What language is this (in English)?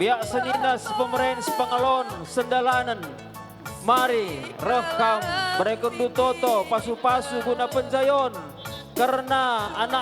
Batak Karo